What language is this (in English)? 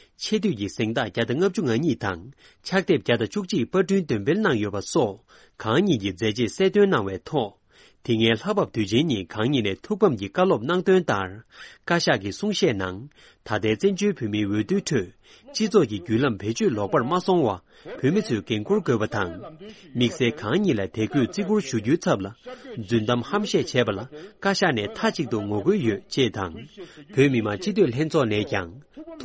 Tibetan